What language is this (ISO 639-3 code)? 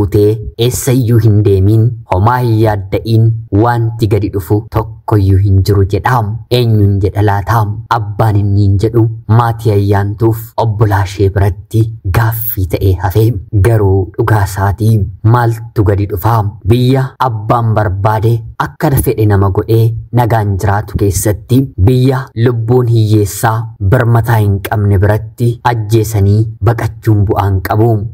orm